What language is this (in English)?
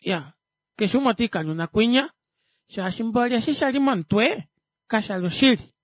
Kuanyama